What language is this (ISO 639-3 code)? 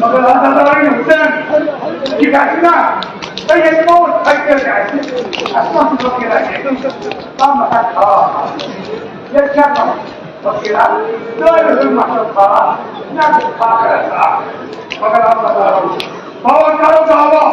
kas